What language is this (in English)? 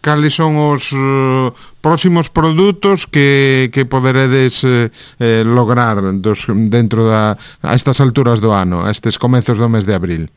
Galician